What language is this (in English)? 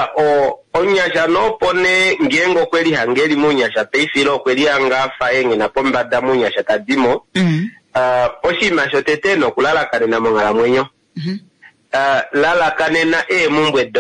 Kuanyama